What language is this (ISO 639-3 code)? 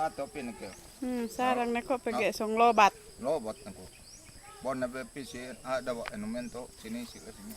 yka